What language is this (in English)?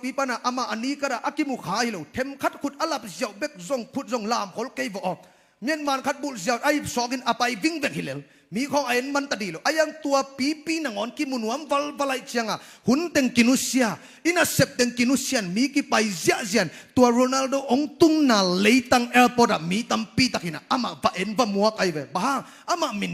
Tedim Chin